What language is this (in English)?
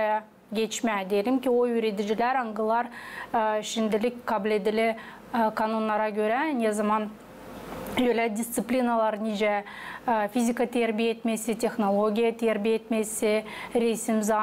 Gagauz